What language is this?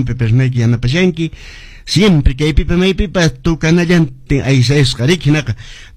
Quechua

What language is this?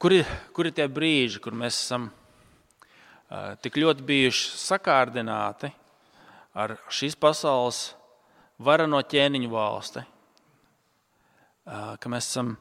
Latvian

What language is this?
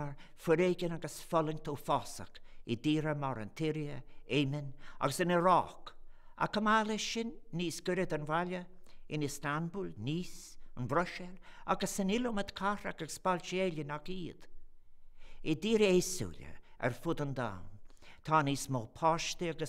Irish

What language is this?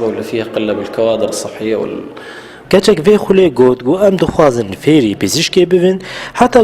Kurdish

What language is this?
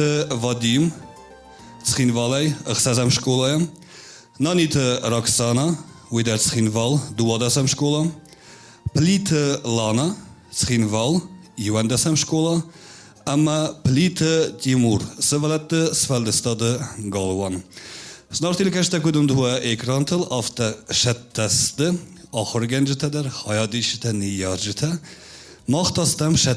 Ossetic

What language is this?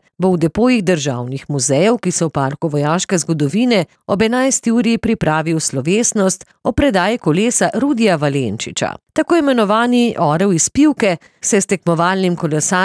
Slovenian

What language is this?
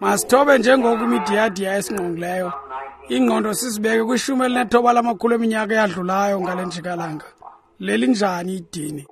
Xhosa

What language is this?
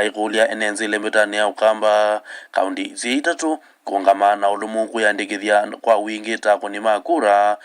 Kamba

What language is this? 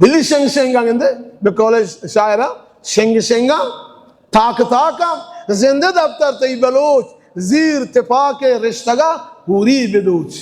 Baluchi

